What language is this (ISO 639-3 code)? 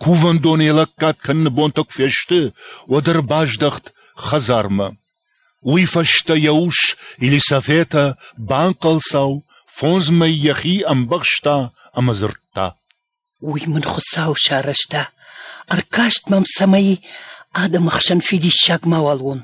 oss